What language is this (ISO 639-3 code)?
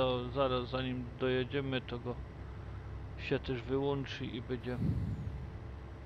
pol